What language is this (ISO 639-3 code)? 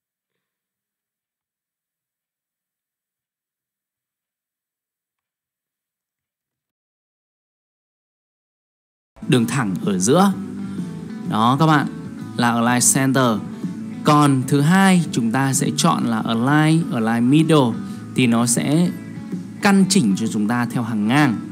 vie